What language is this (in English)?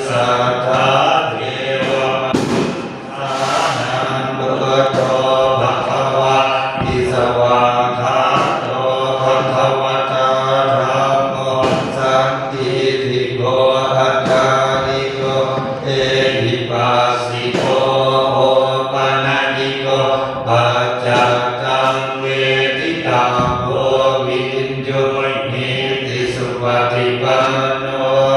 Pali